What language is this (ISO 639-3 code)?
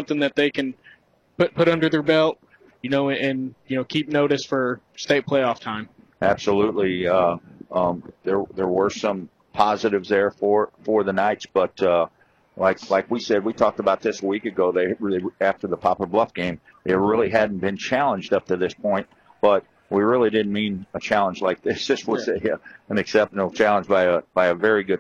eng